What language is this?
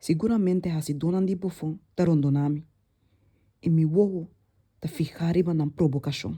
Papiamento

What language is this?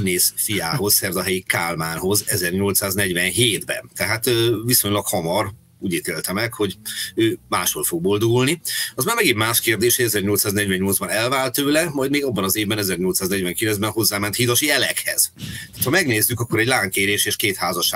Hungarian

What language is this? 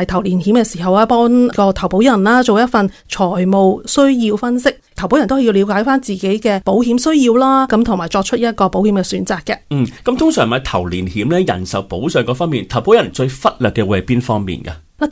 Cantonese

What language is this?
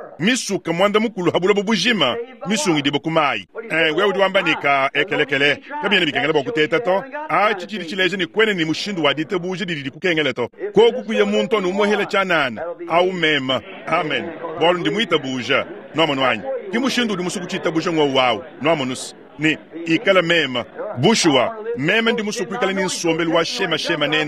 Luba-Lulua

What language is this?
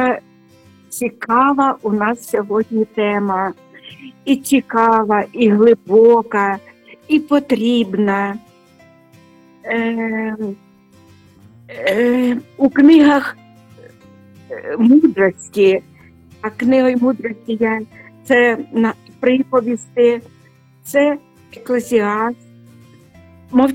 Ukrainian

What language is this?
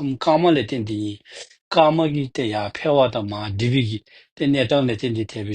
Dzongkha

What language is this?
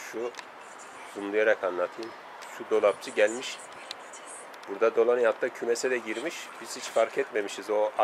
Turkish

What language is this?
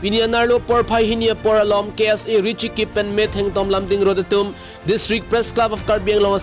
Karbi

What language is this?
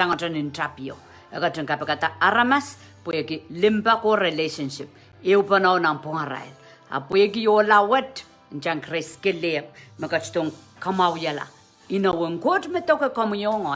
Pohnpeian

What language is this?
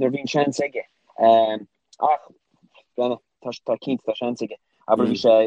Irish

